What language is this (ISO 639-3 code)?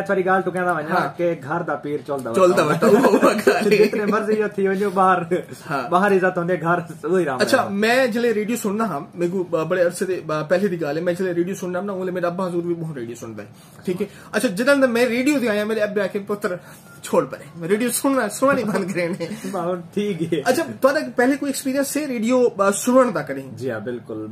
skr